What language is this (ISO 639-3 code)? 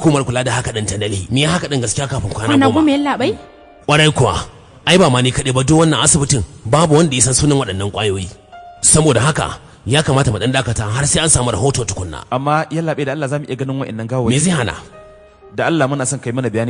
hau